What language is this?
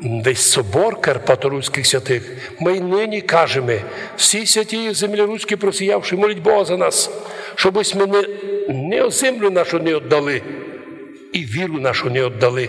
Rusyn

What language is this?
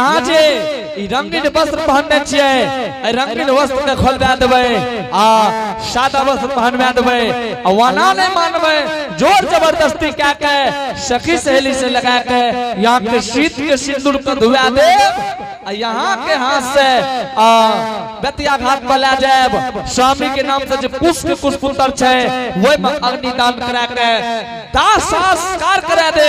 Angika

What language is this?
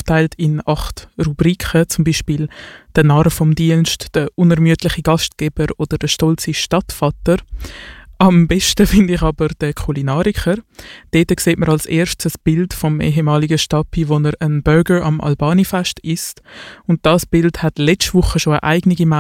German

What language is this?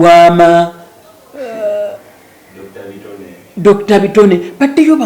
Ganda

